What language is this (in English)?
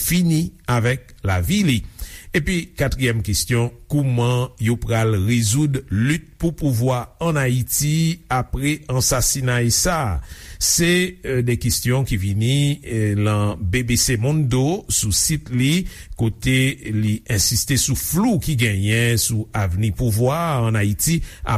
Haitian Creole